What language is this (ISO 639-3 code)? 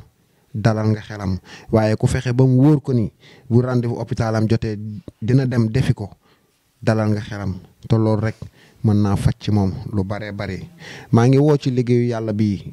wol